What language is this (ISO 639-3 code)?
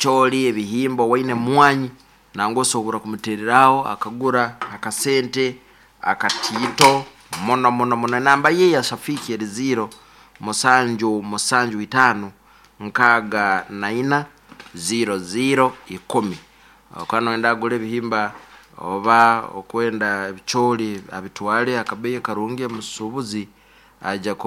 nyn